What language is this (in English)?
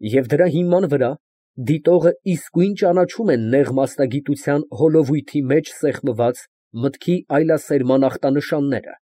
Armenian